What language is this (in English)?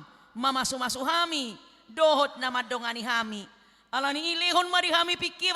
Batak Toba